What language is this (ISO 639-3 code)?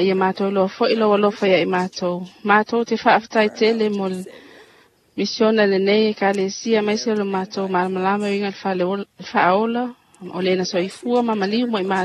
smo